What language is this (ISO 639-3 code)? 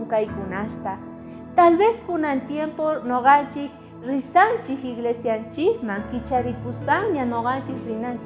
quh